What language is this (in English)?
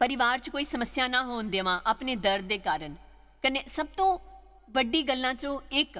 Dogri